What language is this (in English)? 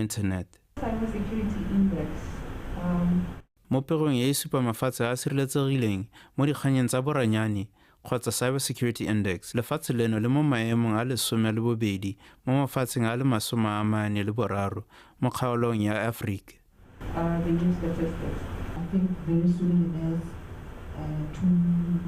Tswana